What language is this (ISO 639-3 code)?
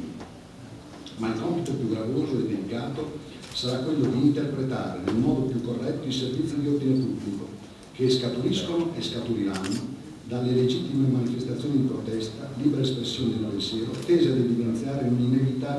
ita